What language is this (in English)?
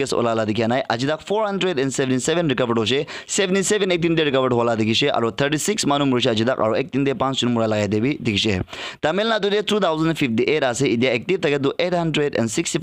Naga Pidgin